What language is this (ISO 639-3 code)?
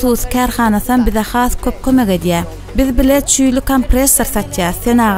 tuk